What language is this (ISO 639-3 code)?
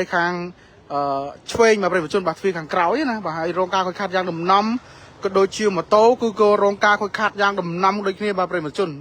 khm